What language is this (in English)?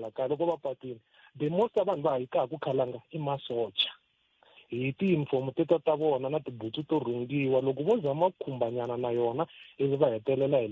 Tsonga